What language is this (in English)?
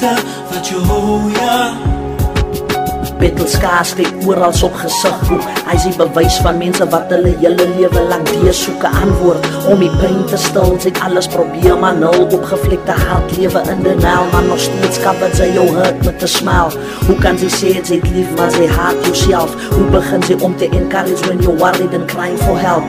Afrikaans